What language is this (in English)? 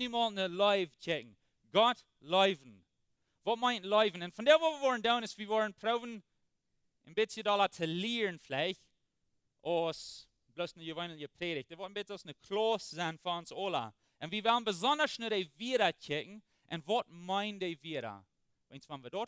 Plautdietsch